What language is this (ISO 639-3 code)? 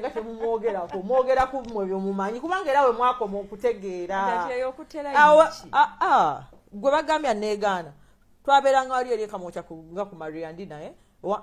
lug